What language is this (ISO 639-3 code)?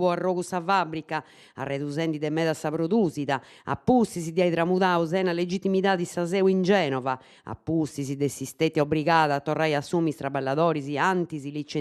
srd